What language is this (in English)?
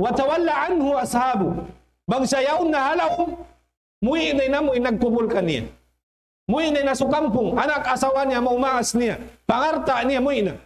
Tausug